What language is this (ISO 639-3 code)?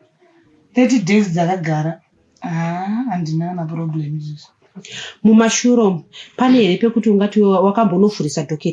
sna